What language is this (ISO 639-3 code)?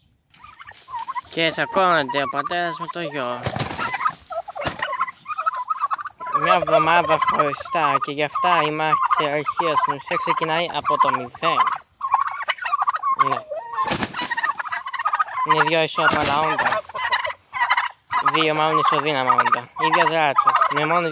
ell